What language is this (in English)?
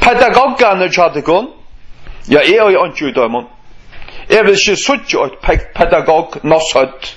Faroese